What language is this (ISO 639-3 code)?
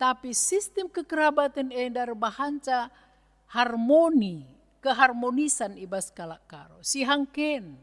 btx